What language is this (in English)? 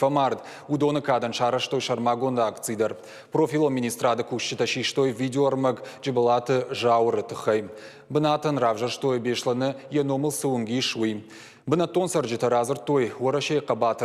Ossetic